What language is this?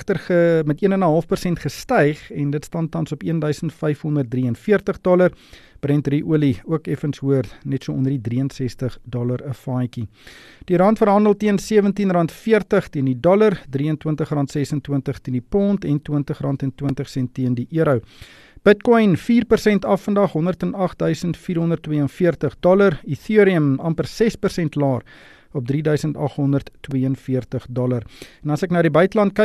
Afrikaans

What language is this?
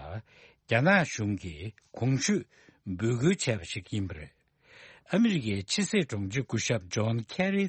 Tibetan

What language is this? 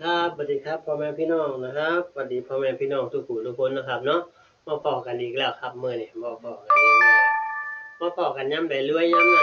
Northeastern Thai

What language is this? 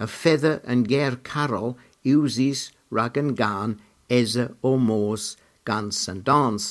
Cornish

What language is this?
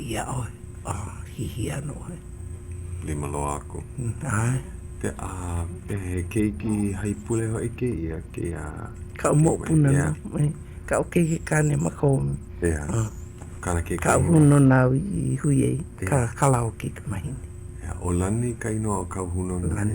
Hawaiian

